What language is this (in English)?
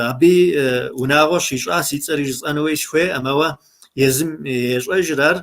Kabardian